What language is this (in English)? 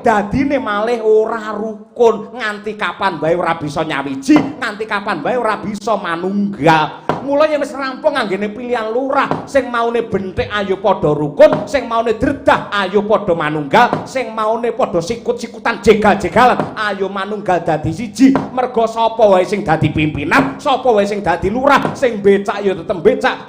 Javanese